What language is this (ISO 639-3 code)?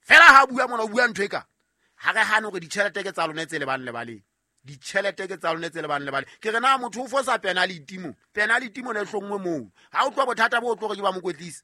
sot